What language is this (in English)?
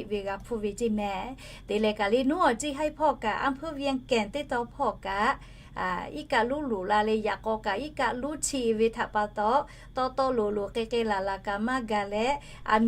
Lahu